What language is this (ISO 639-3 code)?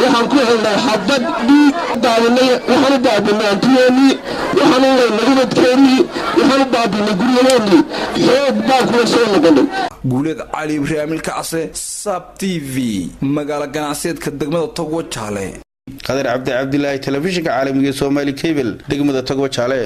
som